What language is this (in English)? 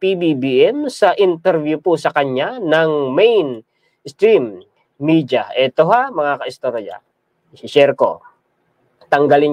Filipino